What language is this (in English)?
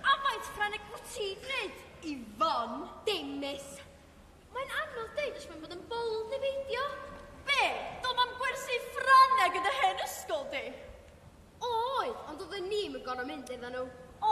Welsh